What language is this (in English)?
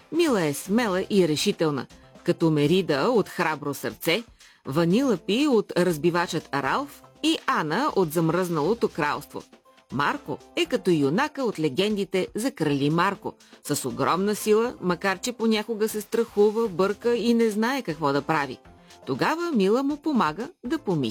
Bulgarian